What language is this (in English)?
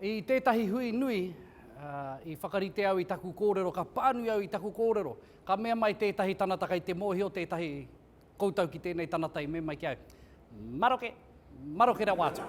Māori